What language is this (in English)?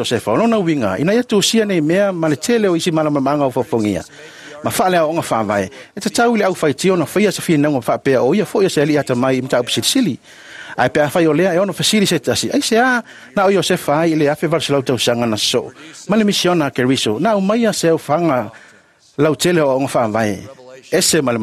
Samoan